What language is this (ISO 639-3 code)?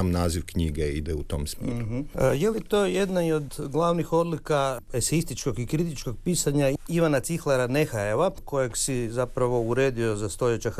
hrv